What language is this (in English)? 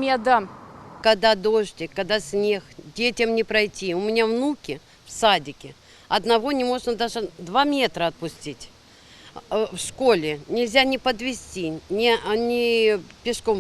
Crimean Tatar